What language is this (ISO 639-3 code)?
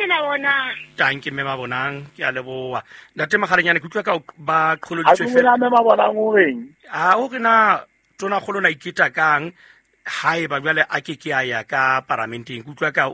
sot